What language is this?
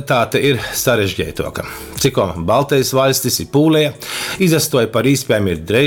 Latgalian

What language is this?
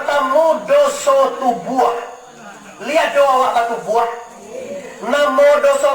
Minangkabau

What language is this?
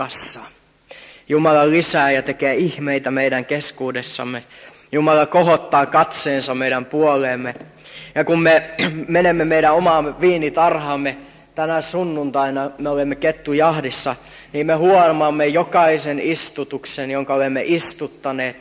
Finnish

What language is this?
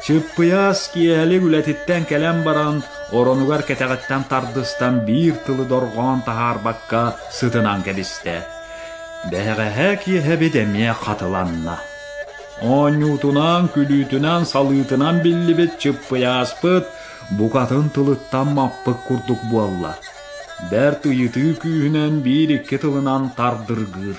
Yakut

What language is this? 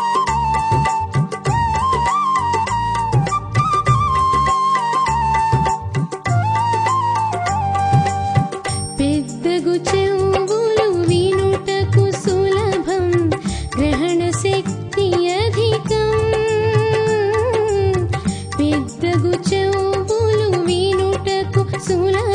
Telugu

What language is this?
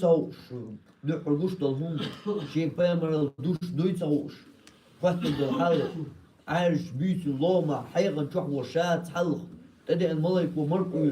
Chechen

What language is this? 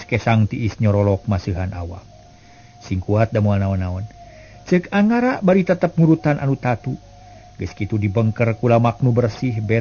Sundanese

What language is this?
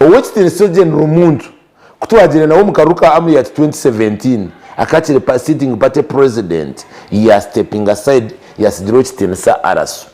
Nyankole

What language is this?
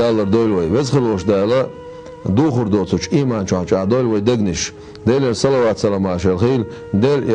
Chechen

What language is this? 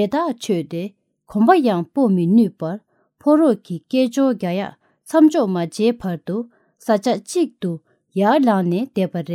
Tibetan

